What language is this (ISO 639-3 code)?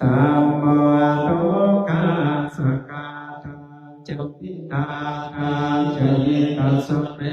pli